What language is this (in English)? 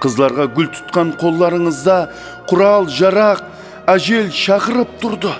Kara-Kalpak